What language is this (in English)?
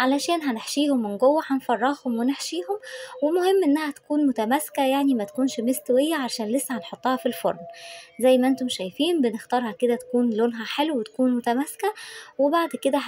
Egyptian Arabic